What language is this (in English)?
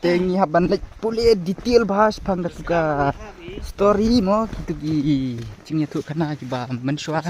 Khasi